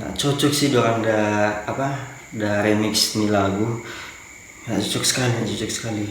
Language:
Manado Malay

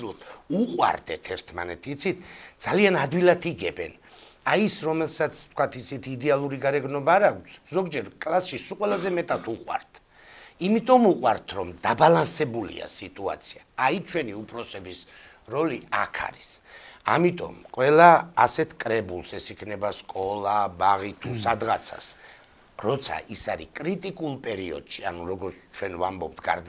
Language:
Georgian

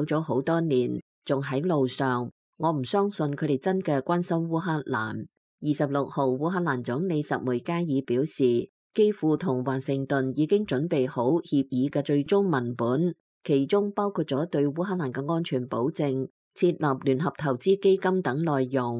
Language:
Cantonese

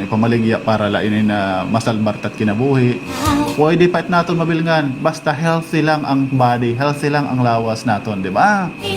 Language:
Waray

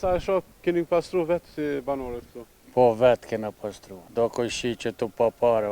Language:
Albanian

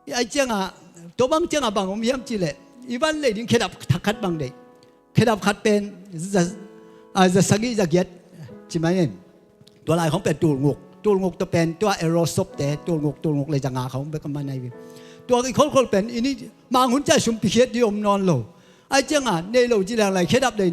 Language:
Tedim Chin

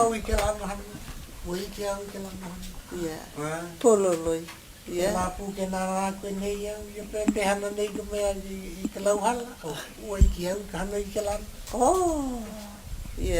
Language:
Hawaiian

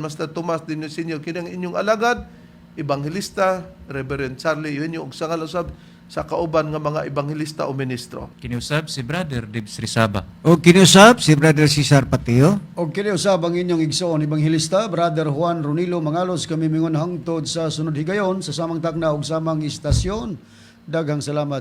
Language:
Cebuano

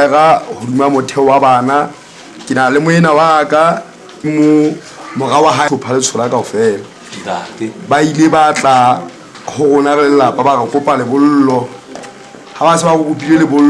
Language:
Southern Sotho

